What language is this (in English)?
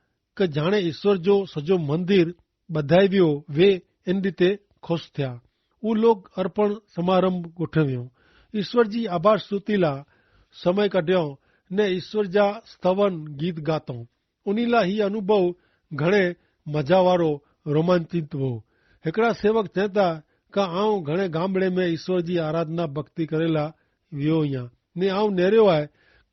Kachhi